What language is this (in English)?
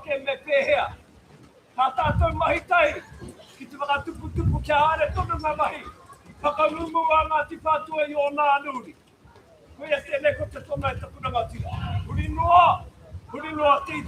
Māori